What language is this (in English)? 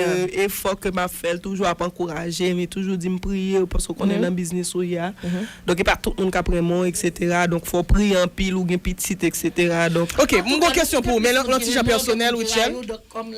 Haitian Creole